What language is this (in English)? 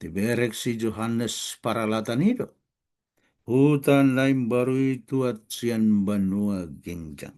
Batak Toba